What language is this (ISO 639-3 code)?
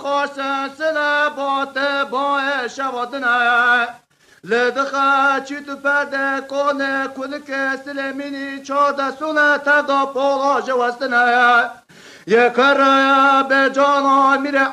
kur